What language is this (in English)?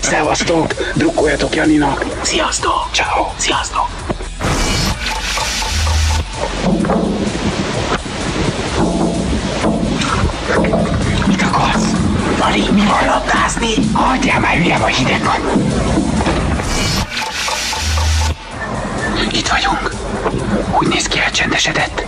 Hungarian